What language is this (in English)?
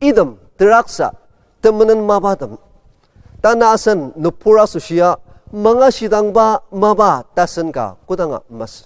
Ao Naga